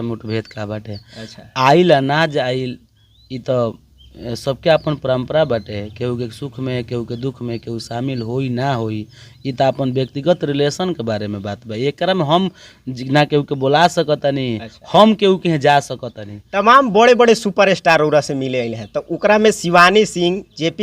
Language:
Bhojpuri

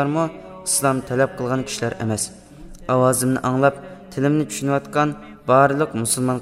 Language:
Uyghur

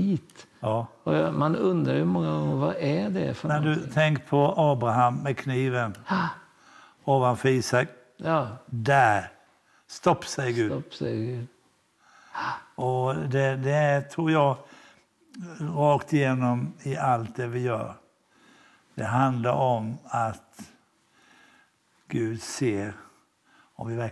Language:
Swedish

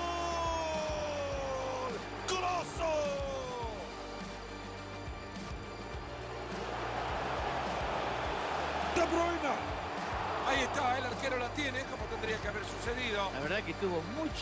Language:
Spanish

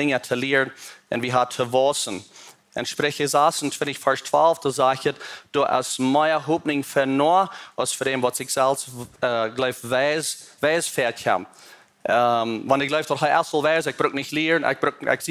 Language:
Plautdietsch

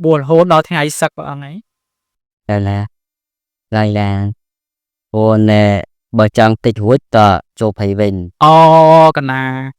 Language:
Khmer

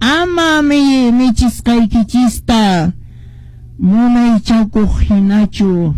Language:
Quechua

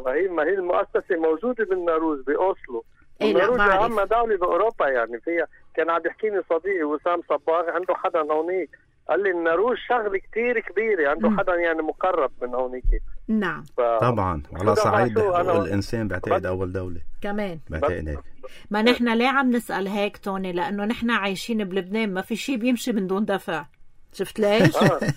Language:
North Levantine Arabic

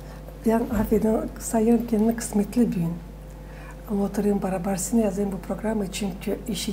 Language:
Gagauz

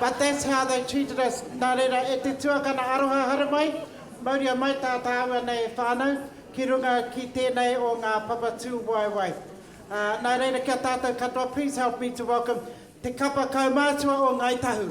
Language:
Māori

